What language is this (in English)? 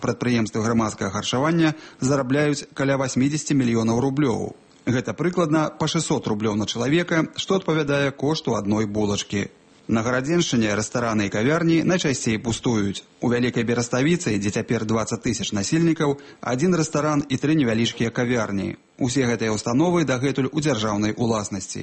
Belarusian